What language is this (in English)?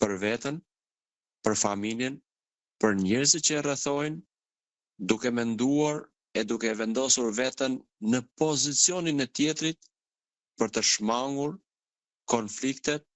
Albanian